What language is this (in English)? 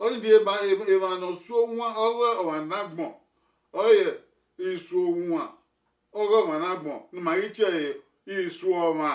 Bini